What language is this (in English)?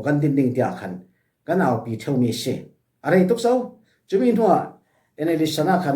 Falam Chin